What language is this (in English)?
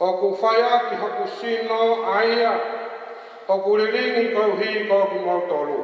Tongan